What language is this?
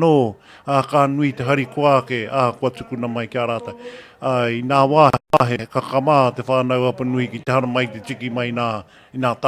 Māori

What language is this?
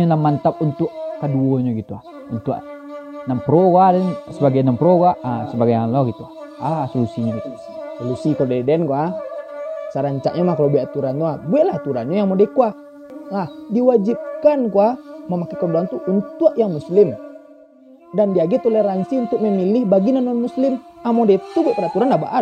Minangkabau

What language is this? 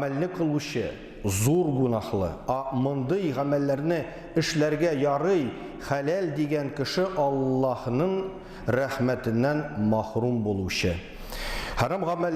Tatar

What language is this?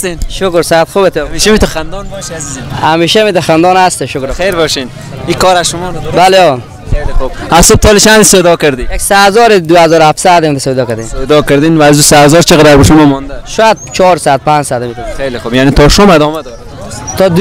Persian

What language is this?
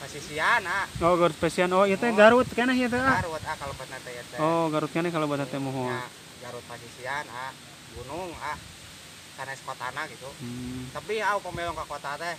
Sundanese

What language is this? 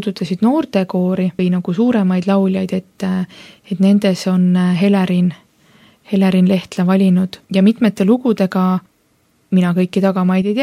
Estonian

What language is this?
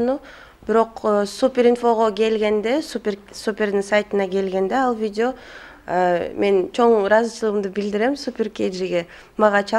Kyrgyz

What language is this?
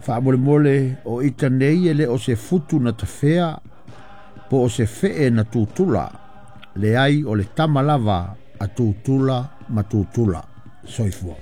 Samoan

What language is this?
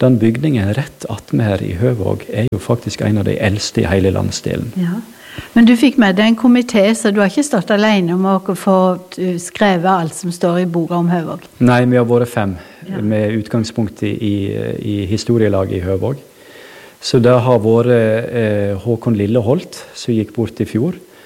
Norwegian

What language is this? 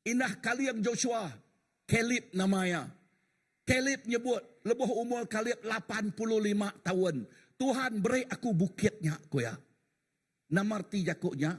Iban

